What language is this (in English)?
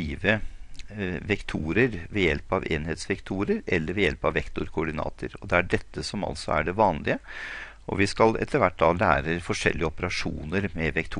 Norwegian